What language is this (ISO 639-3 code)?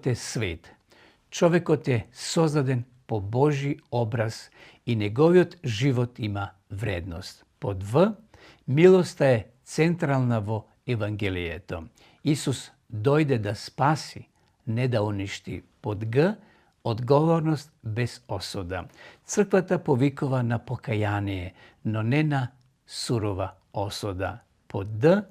mkd